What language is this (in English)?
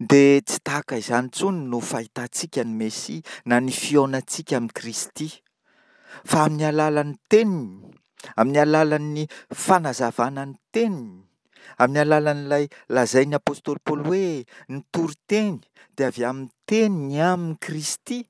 Malagasy